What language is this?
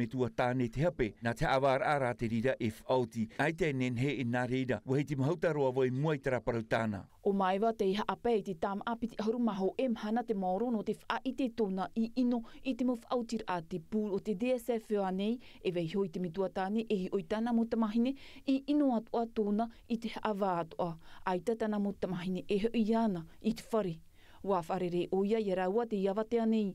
Tahitian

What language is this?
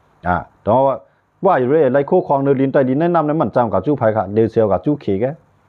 Shan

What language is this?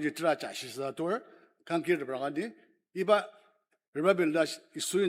Ao Naga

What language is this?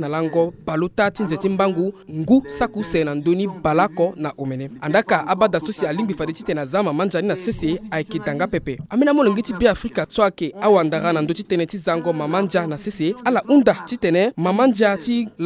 Sango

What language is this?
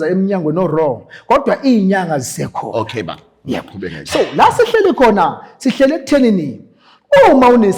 Zulu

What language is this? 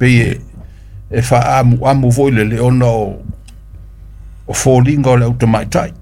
Samoan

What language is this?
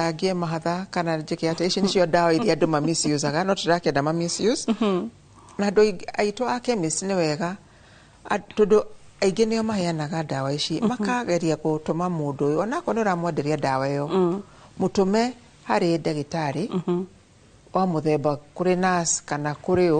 Kikuyu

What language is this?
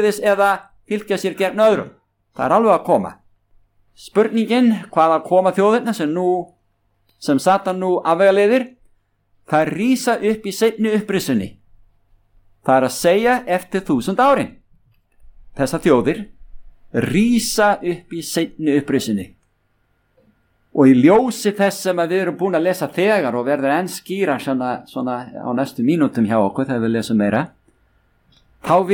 Icelandic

